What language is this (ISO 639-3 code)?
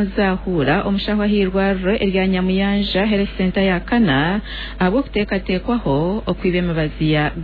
nyn